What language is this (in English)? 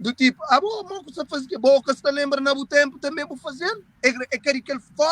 Kabuverdianu